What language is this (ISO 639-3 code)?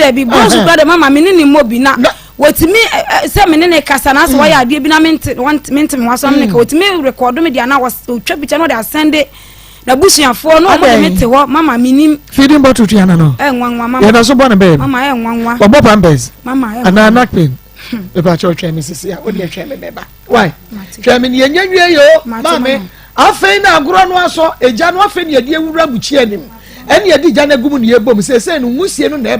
aka